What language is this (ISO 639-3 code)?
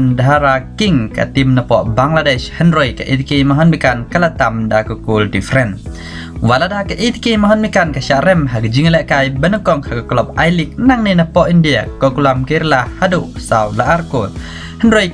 kha